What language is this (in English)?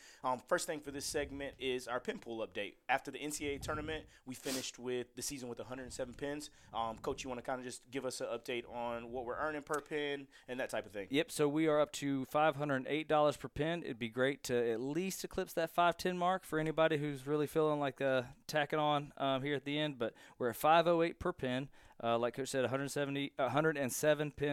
English